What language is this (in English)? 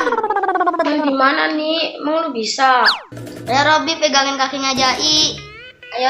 Betawi